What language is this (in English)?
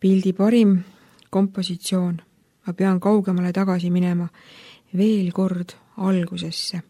Estonian